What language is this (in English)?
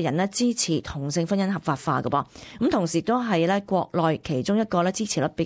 Cantonese